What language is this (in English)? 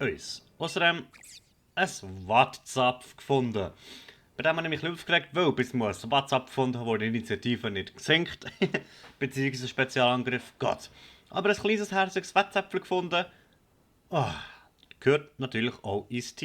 Swiss German